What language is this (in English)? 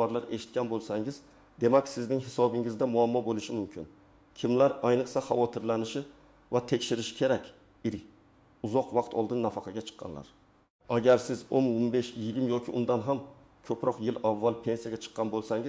Uzbek